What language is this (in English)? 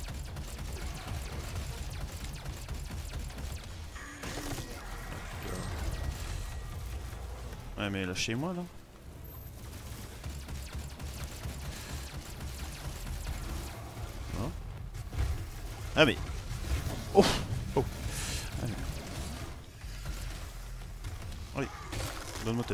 French